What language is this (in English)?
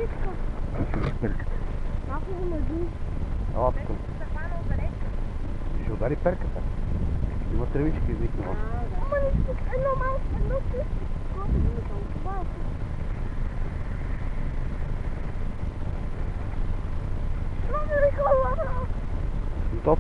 Bulgarian